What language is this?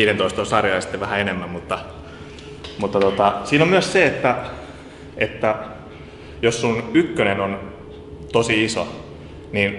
Finnish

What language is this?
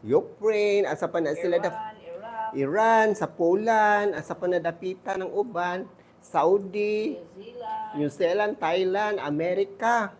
Cebuano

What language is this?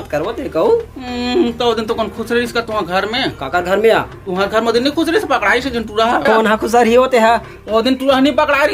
Chhattisgarhi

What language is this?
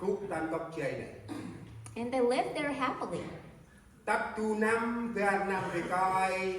Central Mnong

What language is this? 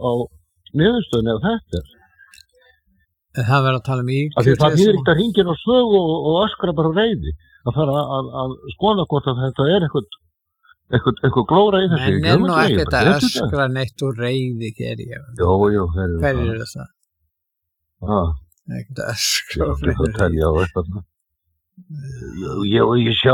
Icelandic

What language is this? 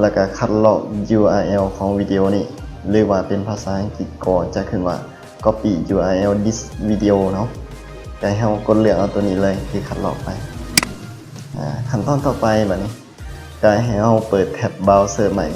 Lao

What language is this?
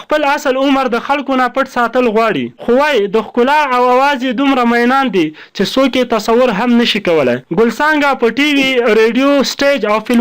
Pashto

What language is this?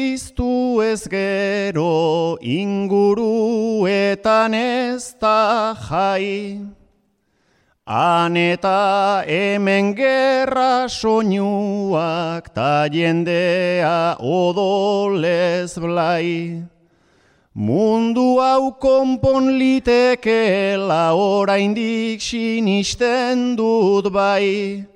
Basque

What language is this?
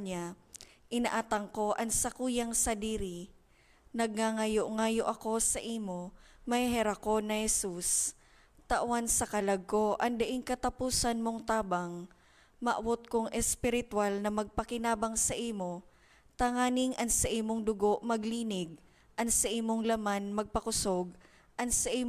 Bikol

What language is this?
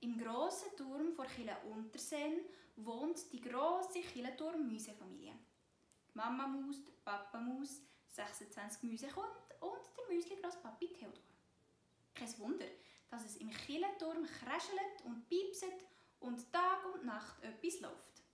Swiss German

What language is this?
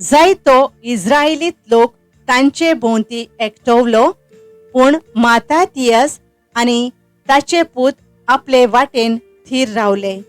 Konkani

